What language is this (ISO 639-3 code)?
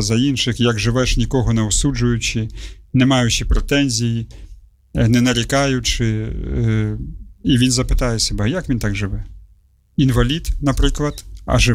ukr